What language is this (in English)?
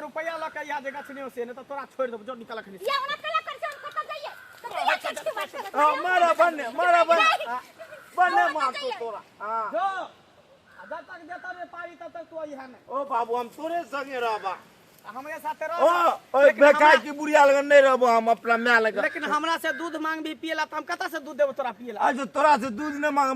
Maithili